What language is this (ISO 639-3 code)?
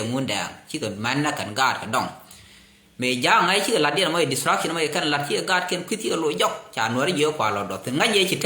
nus